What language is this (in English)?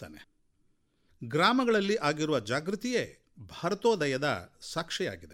Kannada